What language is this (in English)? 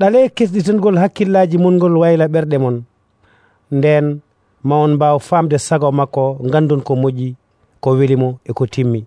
Nigerian Fulfulde